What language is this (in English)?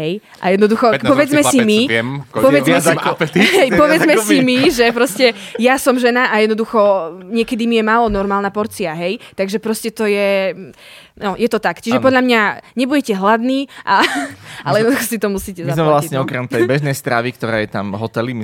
Slovak